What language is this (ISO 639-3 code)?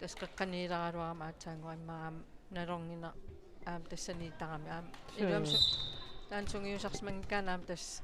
kal